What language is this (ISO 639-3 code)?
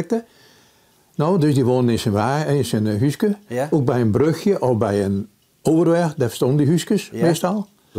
fry